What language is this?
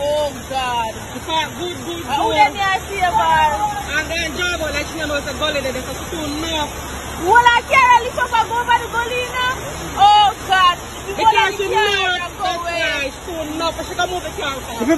Jamaican Creole English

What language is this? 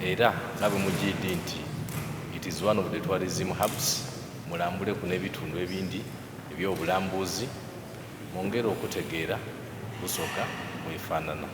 Soga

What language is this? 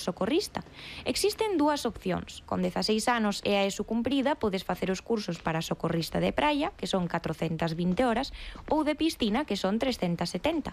Galician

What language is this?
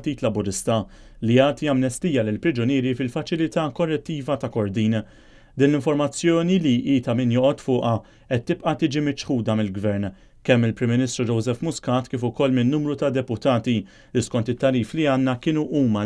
Maltese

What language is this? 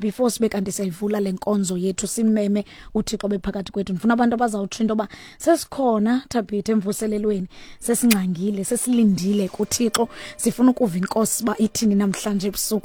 Xhosa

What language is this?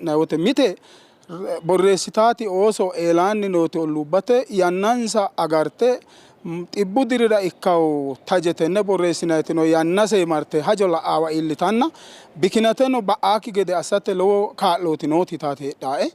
Sidamo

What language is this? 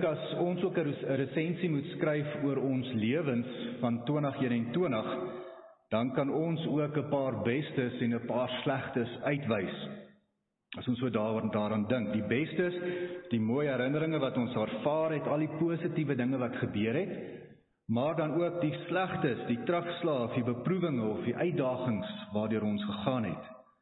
Afrikaans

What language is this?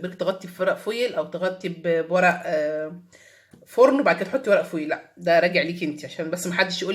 Egyptian Arabic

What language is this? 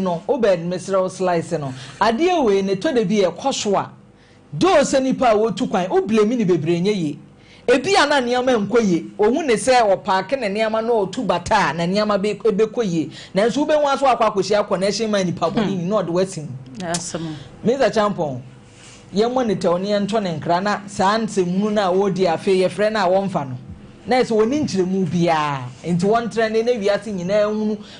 Akan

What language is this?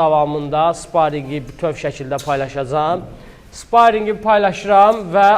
Azerbaijani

